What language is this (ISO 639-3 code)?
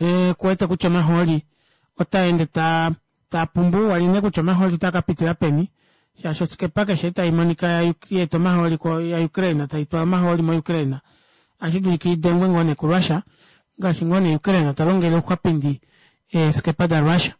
kua